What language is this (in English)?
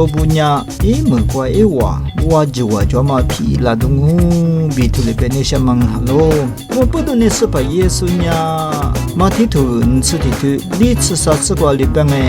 Lisu